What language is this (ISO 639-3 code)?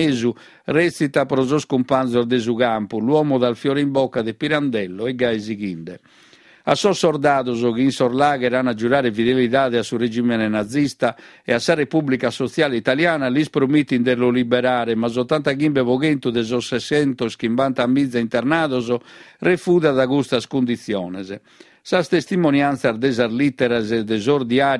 srd